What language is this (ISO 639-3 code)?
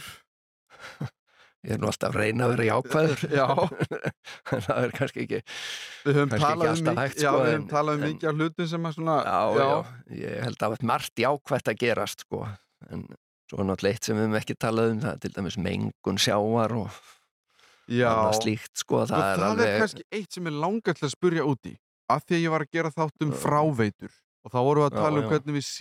isl